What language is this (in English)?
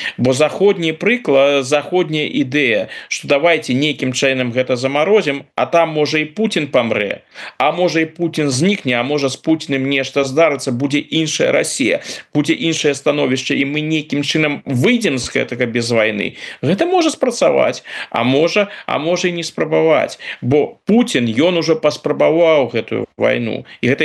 Belarusian